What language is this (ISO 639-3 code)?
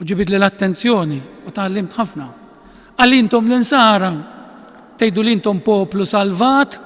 mlt